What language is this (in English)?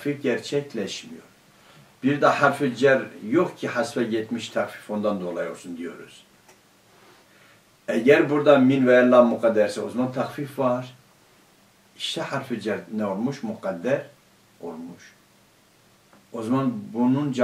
Turkish